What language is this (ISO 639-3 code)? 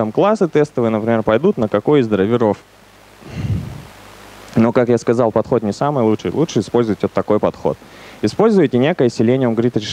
rus